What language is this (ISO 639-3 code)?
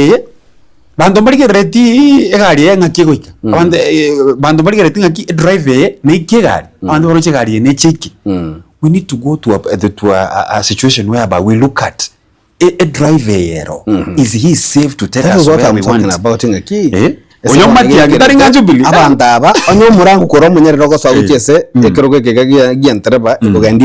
guz